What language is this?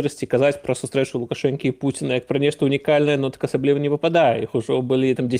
Belarusian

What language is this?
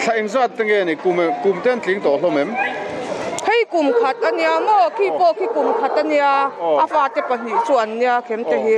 Mizo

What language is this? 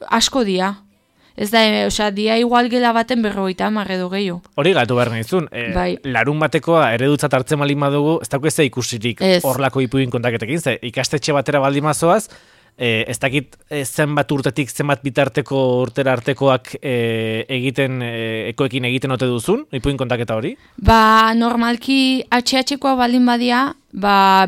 Basque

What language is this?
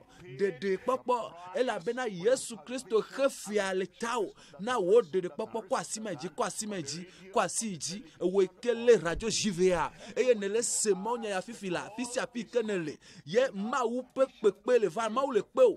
Ewe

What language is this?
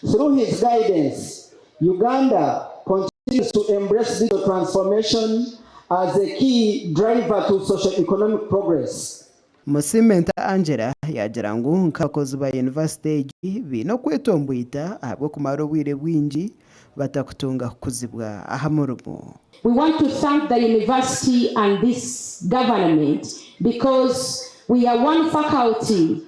Nyankole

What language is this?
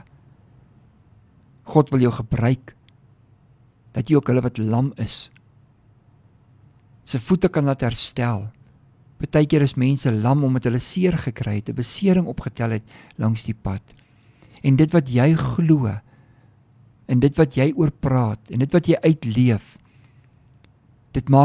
Afrikaans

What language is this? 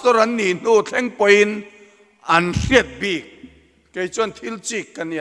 Mizo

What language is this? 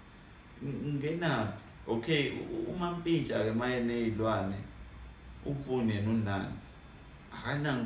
Zulu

